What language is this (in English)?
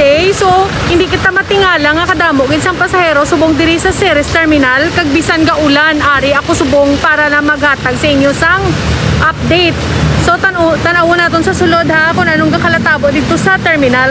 Hiligaynon